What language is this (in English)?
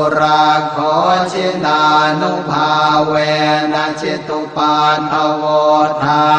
Pali